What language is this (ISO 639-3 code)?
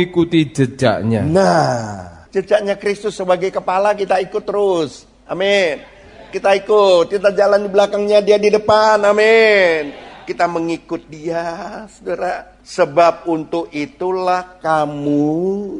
ind